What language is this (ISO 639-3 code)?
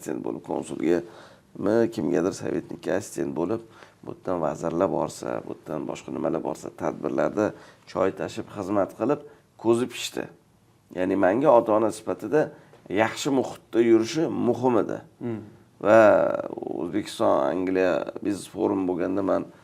uzb